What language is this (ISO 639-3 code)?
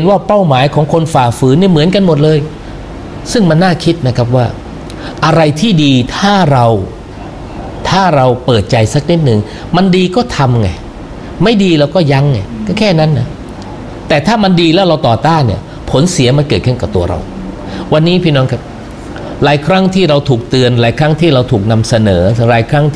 tha